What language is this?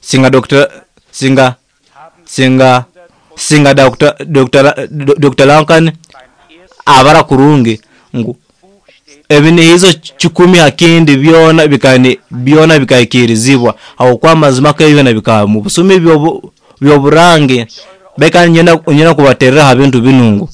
Nyoro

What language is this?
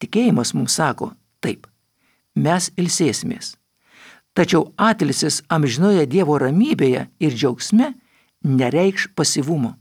Lithuanian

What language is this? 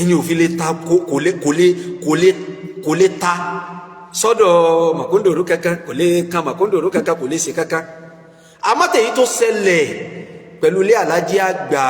Yoruba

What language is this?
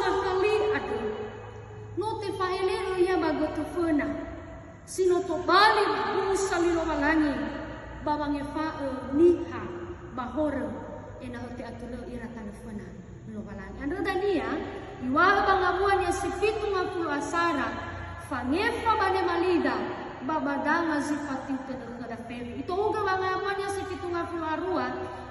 Nias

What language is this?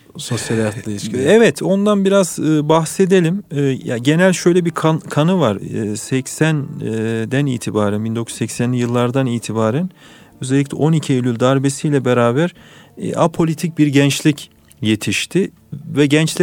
Turkish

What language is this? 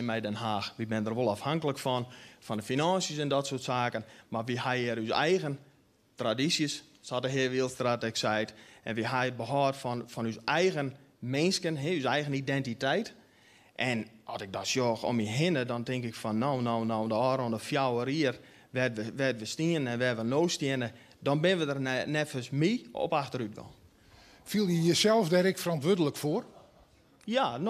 Western Frisian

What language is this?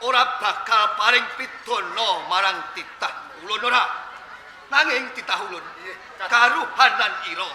Javanese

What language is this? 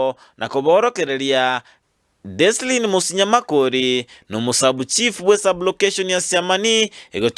Gusii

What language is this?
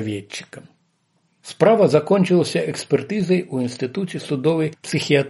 Belarusian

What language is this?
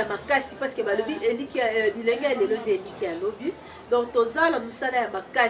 Lingala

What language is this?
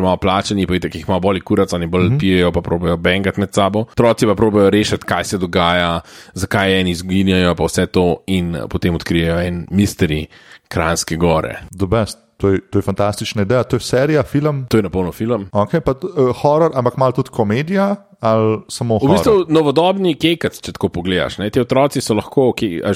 Slovenian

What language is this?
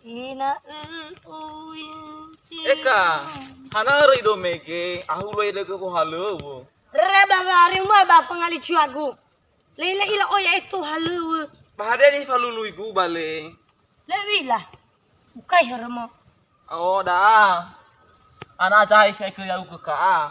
Nias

